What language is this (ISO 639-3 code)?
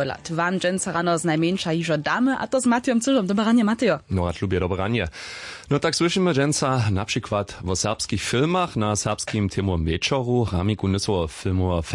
hsb